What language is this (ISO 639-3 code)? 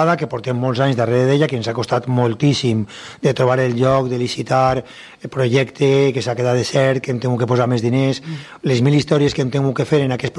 cat